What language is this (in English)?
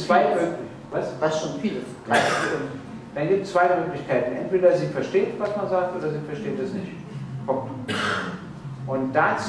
German